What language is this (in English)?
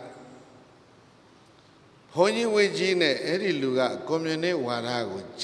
Burmese